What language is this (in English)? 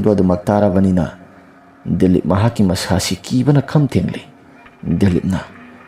Manipuri